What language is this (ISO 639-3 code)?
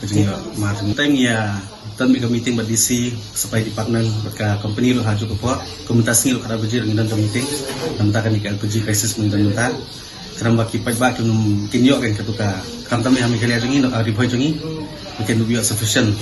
kha